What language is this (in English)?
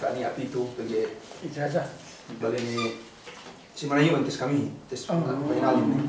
Yakan